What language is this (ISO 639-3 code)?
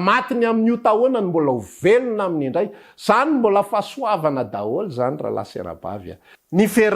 mlg